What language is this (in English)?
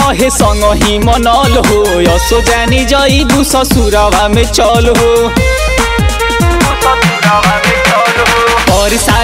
Bhojpuri